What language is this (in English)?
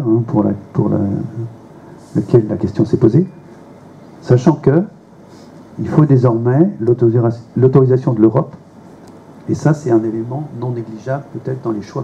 French